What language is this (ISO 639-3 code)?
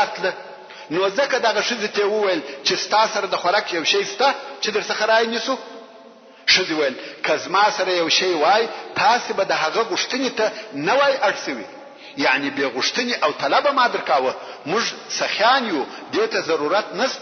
pus